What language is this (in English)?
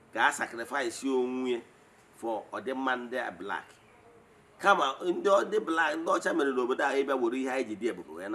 Igbo